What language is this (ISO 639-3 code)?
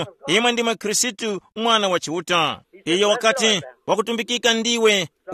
tum